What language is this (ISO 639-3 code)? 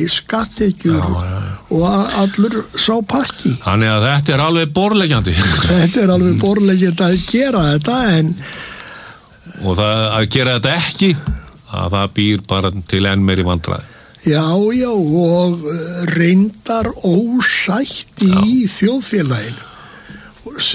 isl